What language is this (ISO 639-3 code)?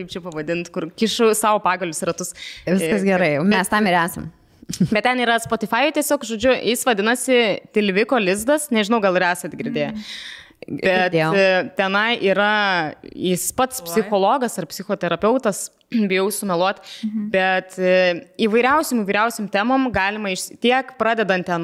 lit